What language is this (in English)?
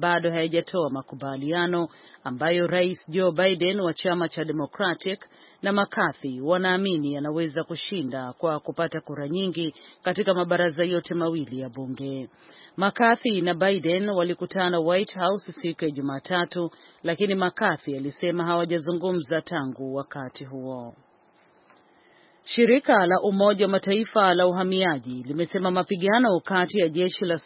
Swahili